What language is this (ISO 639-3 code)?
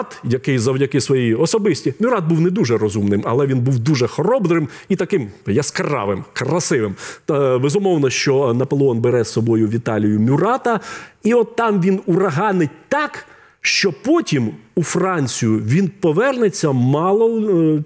ukr